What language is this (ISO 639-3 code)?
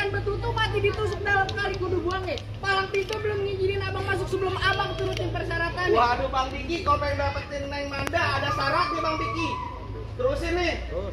bew